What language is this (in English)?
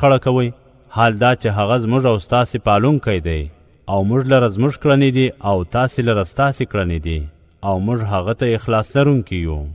Pashto